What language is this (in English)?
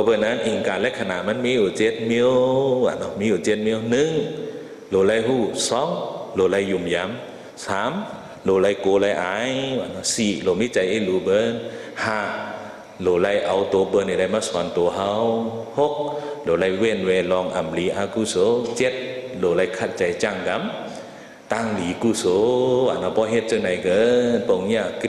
Shan